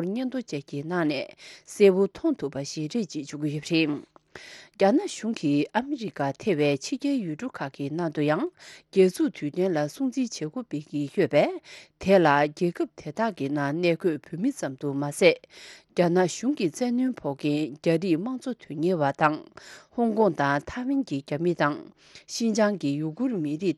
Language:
Tibetan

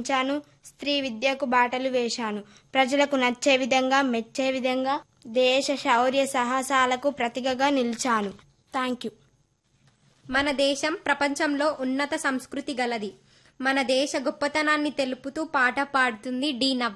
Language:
Telugu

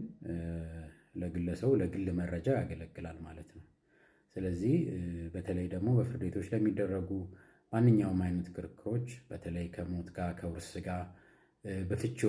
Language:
Amharic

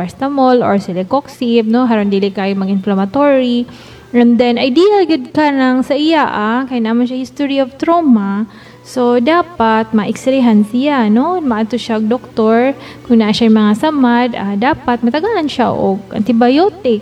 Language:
Cebuano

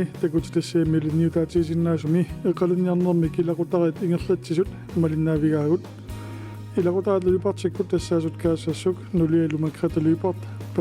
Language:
Kalaallisut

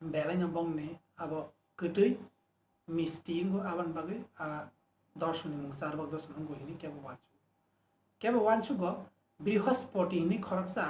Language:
Kok Borok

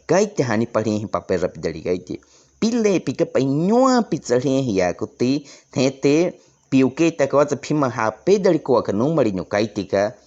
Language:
Baniwa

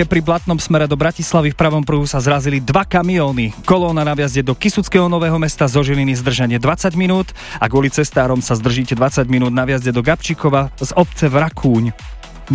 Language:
Slovak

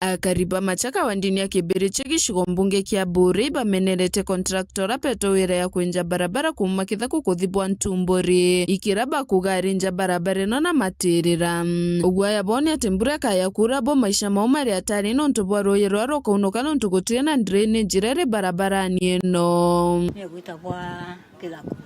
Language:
Meru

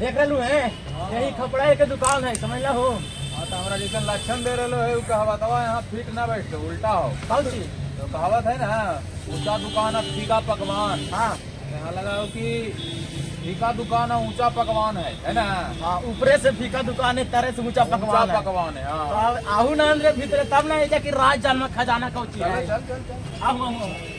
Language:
Magahi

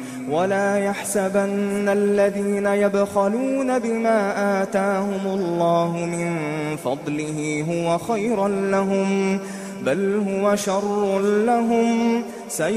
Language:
Arabic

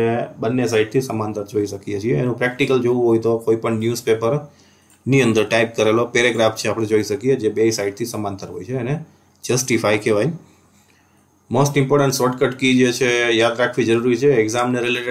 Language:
Gujarati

